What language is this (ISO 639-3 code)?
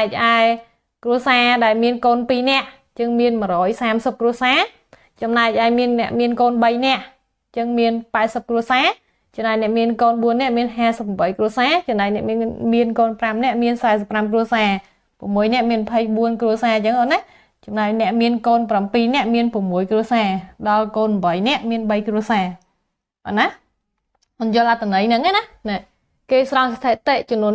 khm